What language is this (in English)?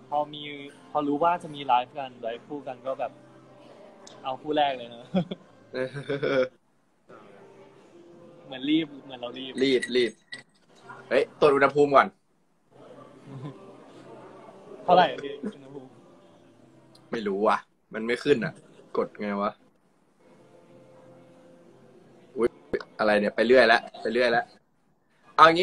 Thai